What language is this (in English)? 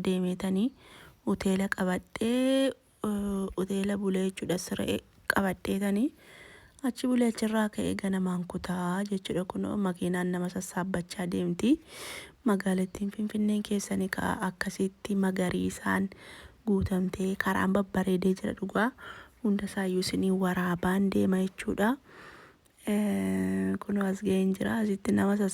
Oromo